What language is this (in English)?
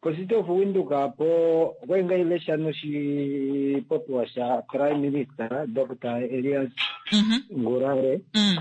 Kuanyama